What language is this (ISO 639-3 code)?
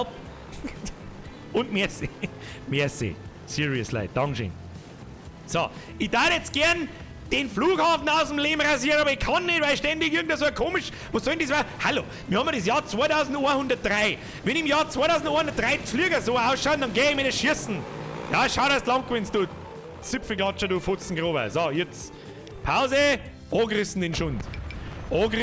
bar